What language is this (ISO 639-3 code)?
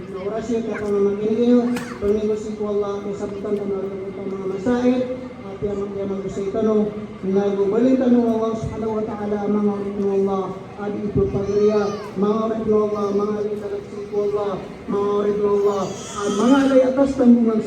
mrw